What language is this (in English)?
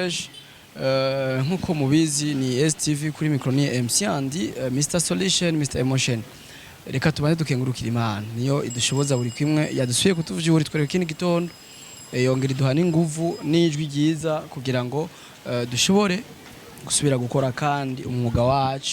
Rundi